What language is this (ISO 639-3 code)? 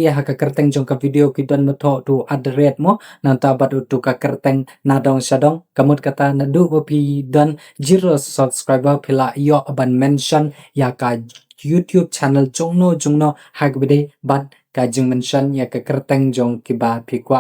kha